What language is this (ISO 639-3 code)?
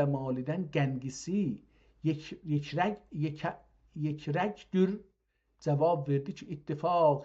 azb